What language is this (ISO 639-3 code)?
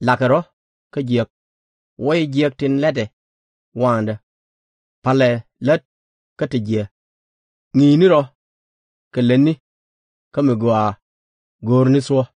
nus